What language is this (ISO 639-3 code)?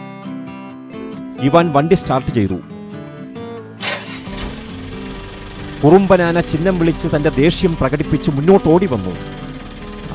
mal